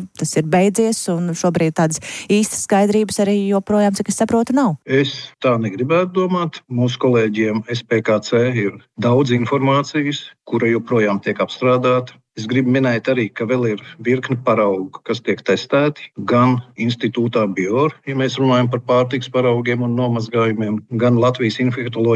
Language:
Latvian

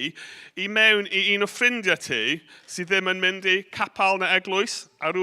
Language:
Welsh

